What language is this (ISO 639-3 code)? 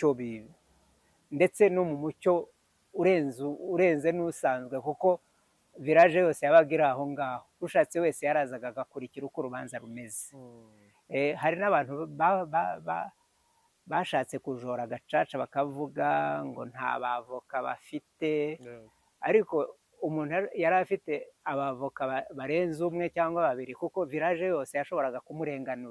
kin